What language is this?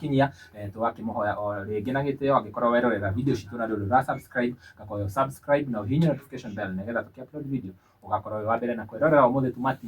Kikuyu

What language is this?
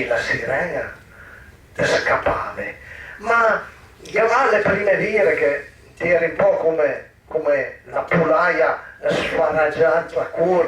Piedmontese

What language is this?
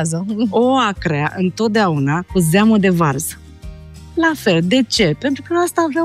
Romanian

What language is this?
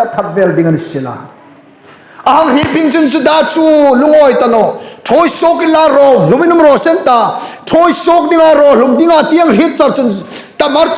Hmar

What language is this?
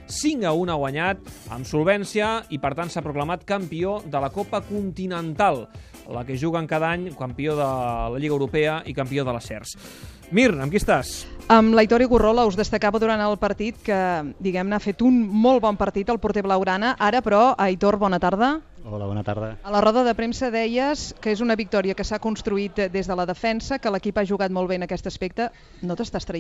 Catalan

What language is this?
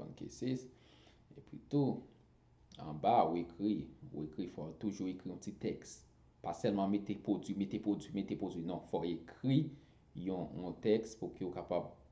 Haitian Creole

